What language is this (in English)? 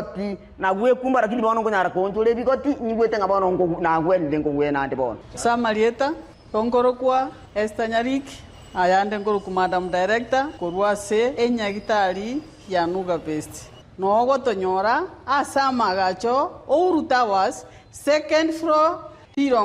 Gusii